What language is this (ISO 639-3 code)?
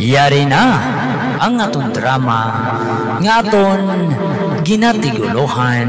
hil